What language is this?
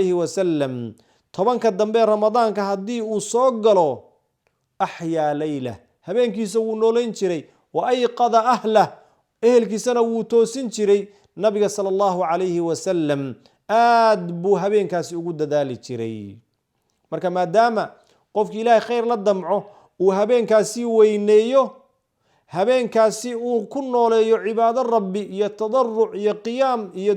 Somali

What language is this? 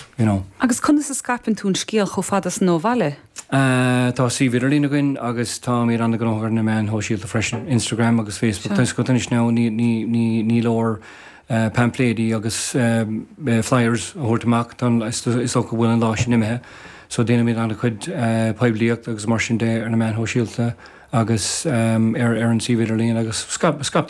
Irish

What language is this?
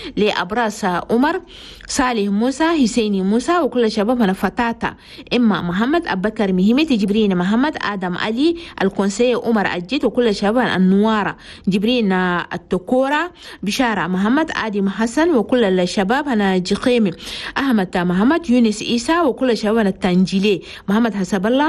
Chadian Arabic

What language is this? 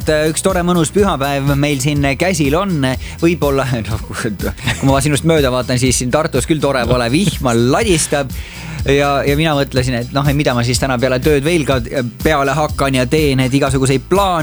Estonian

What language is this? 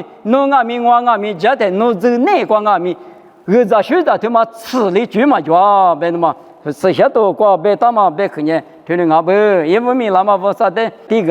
Lisu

